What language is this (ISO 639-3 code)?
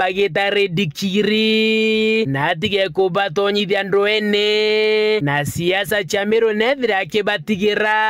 mer